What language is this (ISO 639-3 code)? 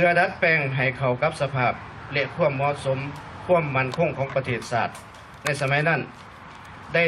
lao